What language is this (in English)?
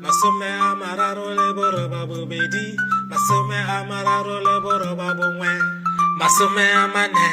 Tswana